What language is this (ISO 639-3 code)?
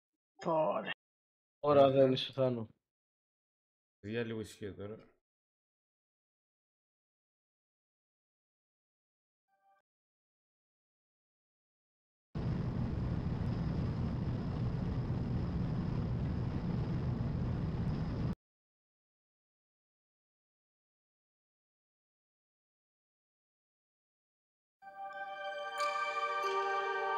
ell